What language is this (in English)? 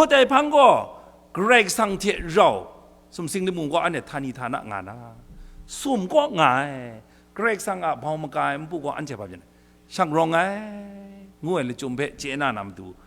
Kachin